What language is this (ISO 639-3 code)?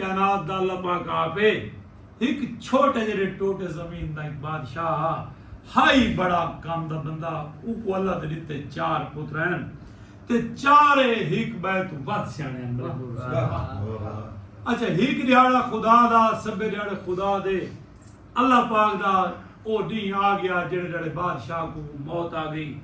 skr